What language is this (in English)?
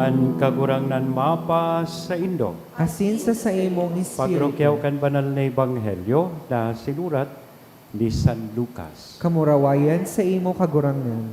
Bikol